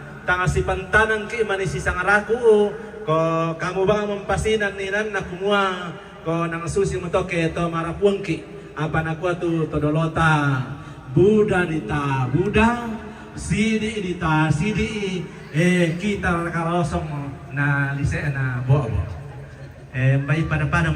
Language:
Toraja-Sa'dan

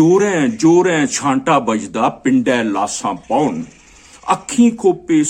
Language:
Dogri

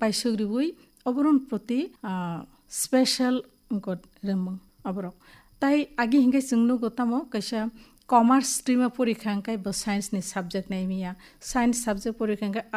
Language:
Kok Borok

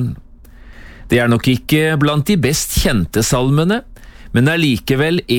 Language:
Norwegian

